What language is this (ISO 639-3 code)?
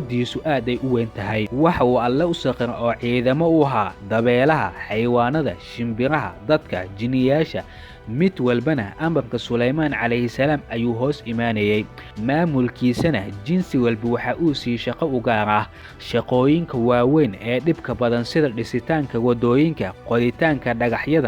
som